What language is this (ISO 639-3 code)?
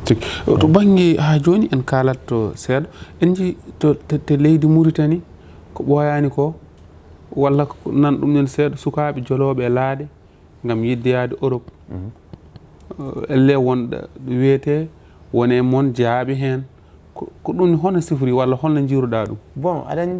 ful